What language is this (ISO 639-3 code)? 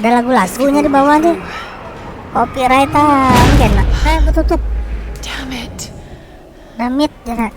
bjn